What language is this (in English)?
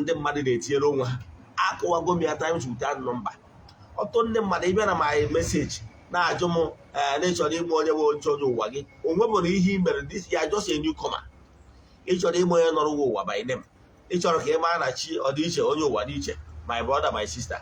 Igbo